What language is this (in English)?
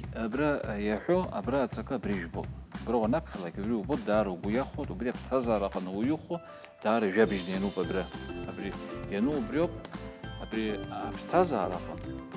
Abkhazian